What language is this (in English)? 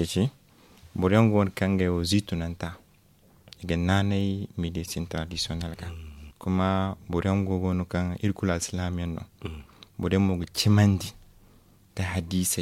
Zarma